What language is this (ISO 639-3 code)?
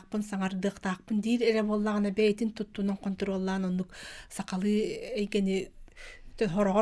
sah